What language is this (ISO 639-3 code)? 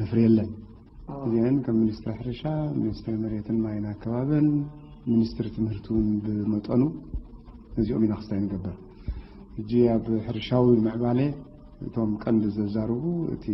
tir